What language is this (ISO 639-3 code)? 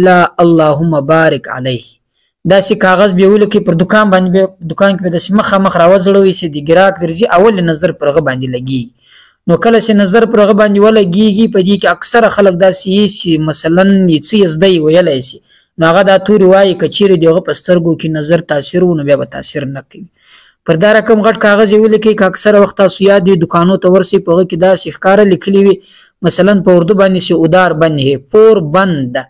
pus